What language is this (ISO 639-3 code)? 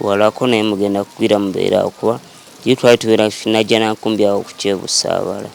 lug